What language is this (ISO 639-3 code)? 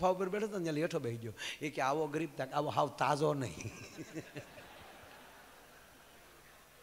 guj